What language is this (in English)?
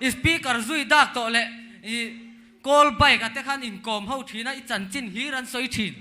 Mizo